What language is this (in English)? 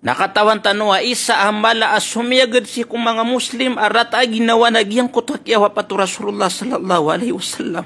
Maranao